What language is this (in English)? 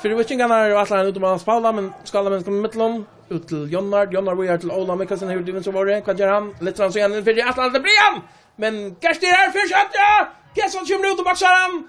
Faroese